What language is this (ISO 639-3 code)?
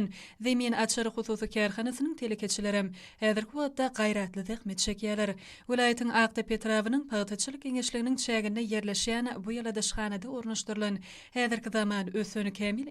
tuk